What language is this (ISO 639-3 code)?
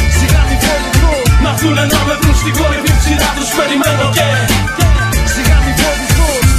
ell